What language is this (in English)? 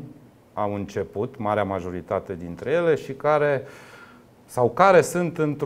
Romanian